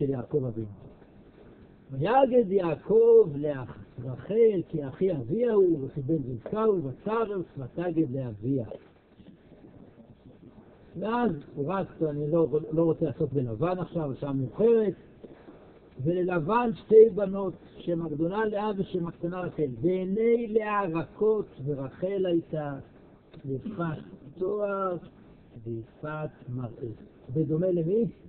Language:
Hebrew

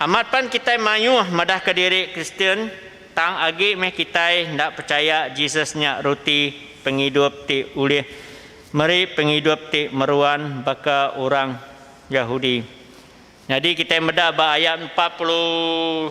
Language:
Iban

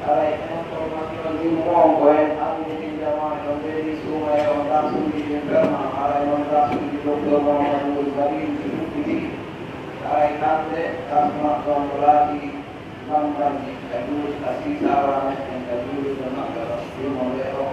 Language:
Pular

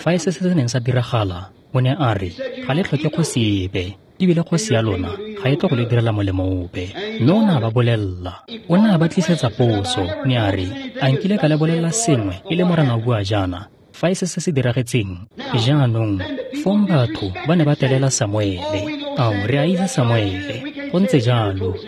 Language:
Tswana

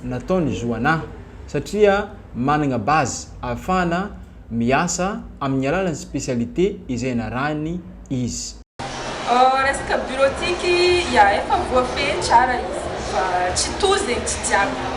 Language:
Malagasy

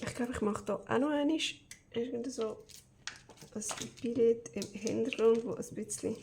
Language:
Swiss German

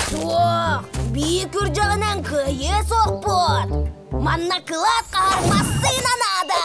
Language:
Yakut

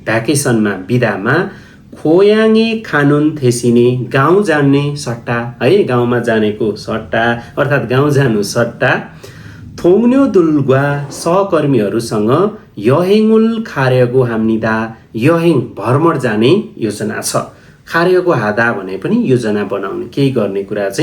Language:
Nepali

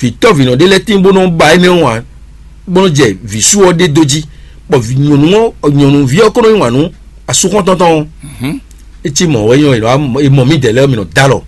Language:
Fon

